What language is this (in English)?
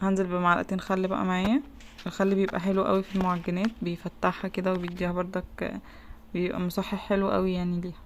Egyptian Arabic